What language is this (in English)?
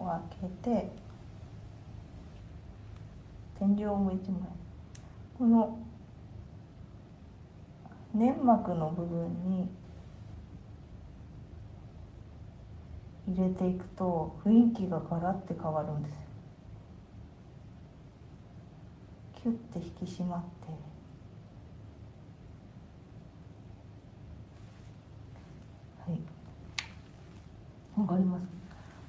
Japanese